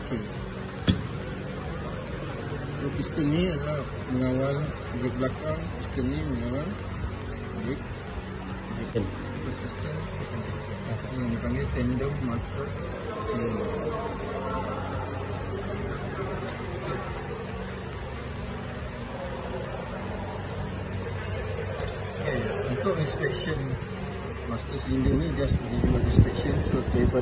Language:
Malay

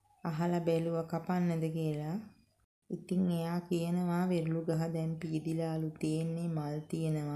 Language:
Sinhala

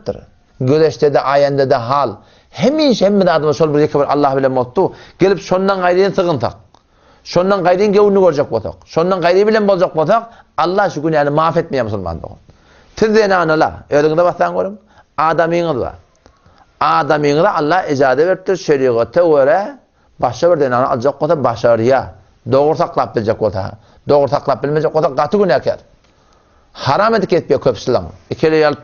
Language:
Turkmen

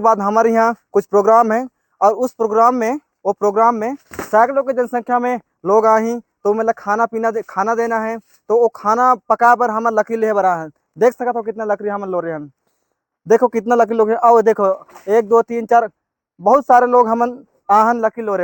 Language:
Chhattisgarhi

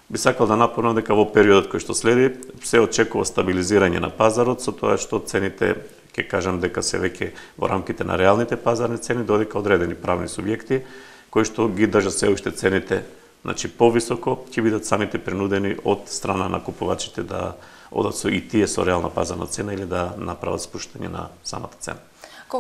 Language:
Macedonian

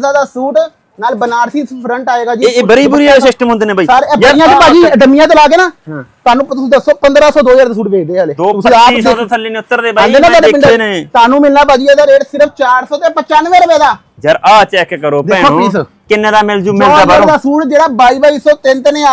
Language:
Punjabi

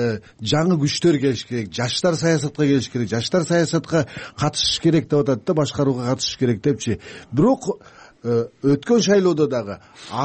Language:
Kyrgyz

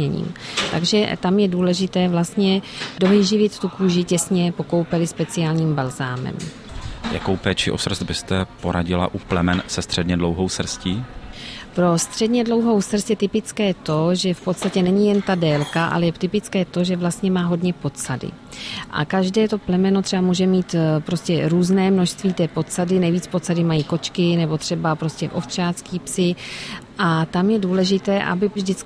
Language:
Czech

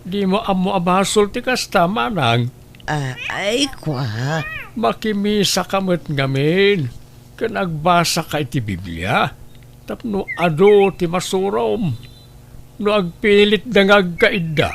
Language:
Iloko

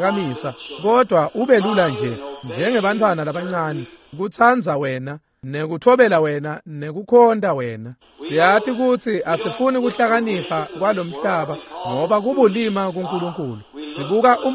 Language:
Swati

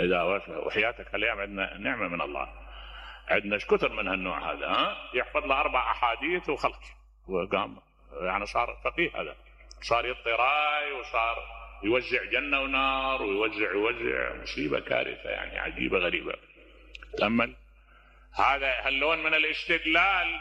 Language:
Mesopotamian Arabic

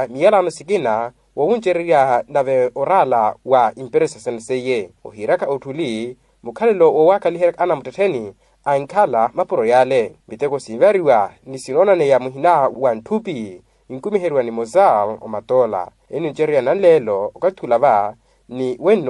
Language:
Makhuwa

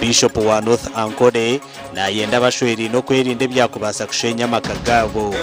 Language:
Nyankole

